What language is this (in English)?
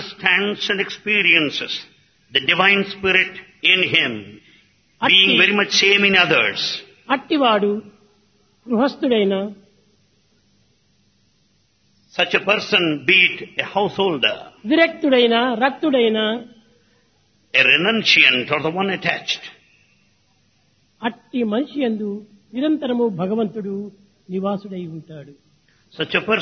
Telugu